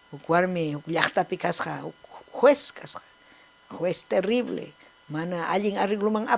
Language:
Ayacucho Quechua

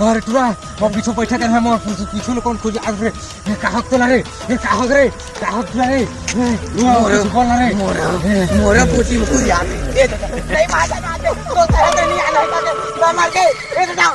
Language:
Chhattisgarhi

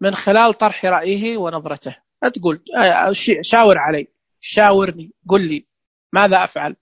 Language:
Najdi Arabic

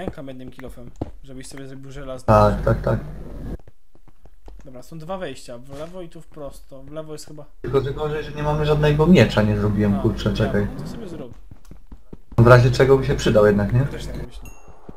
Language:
Polish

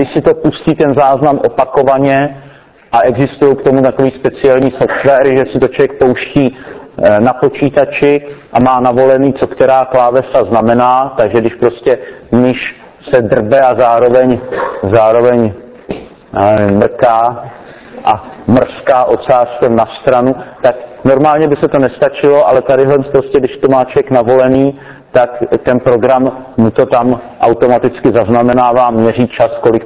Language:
Czech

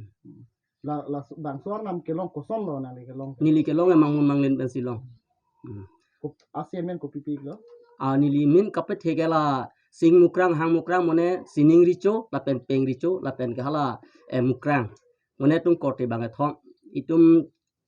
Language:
Karbi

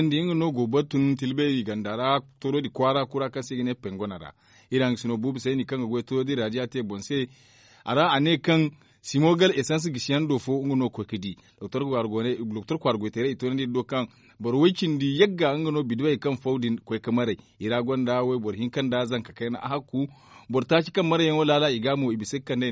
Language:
Zarma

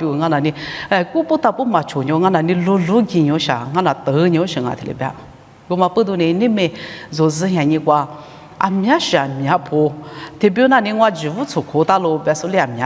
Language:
Lisu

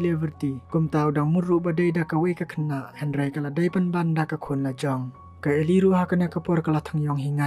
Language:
Khasi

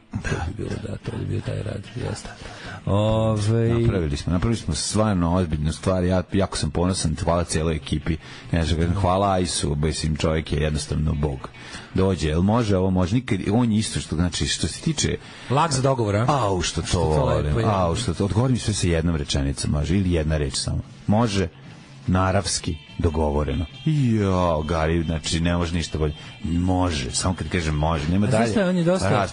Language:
Serbian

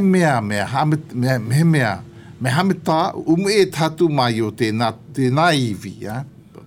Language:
Malagasy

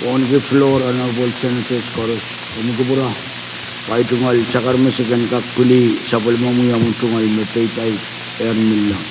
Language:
Pohnpeian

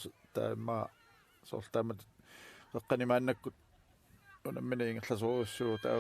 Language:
Kalaallisut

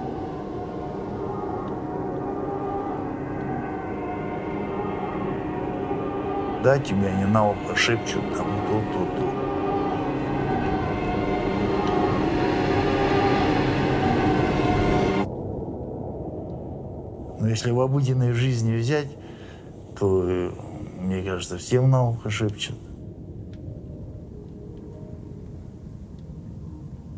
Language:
Russian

